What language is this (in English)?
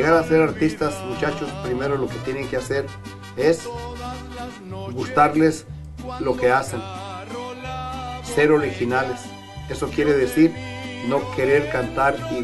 Spanish